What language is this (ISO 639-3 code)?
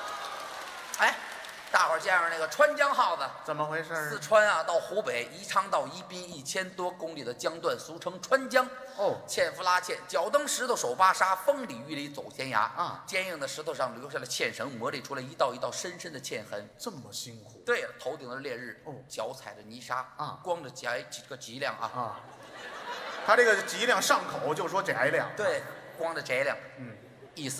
zho